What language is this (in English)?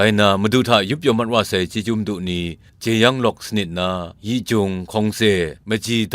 Kachin